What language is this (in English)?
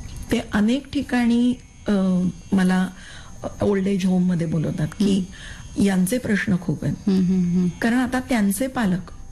Marathi